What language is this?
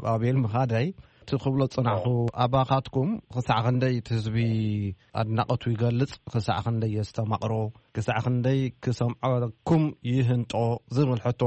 Tigrinya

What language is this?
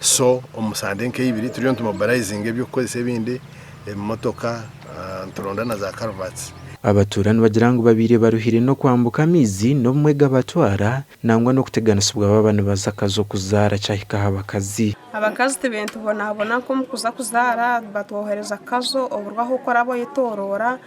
Nyankole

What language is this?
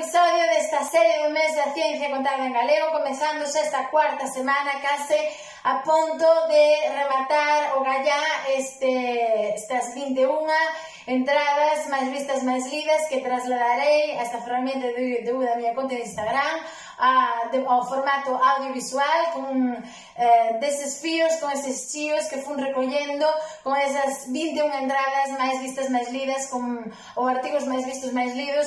Galician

